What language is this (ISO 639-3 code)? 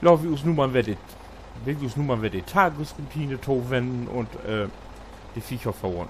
nds